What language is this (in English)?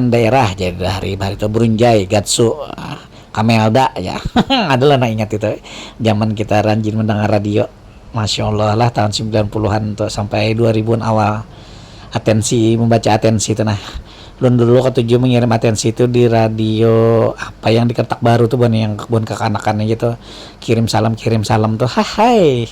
Banjar